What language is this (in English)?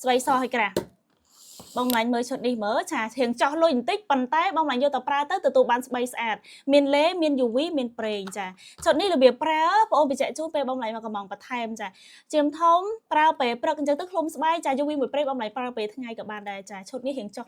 Khmer